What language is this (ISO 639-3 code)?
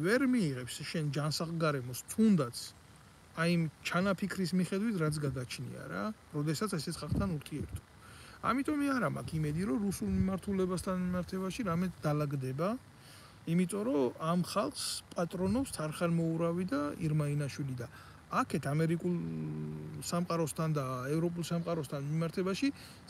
kat